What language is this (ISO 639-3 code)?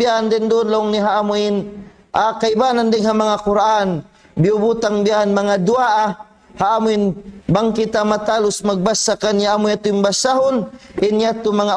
tsg